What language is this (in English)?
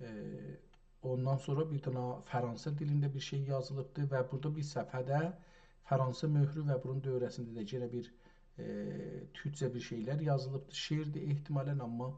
South Azerbaijani